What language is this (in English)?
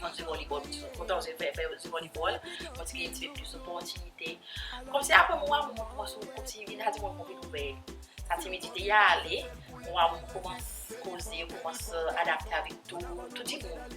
Seselwa Creole French